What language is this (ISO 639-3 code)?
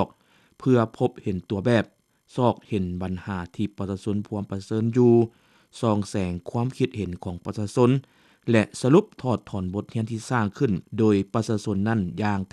lao